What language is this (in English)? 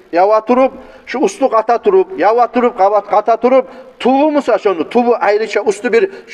Kumyk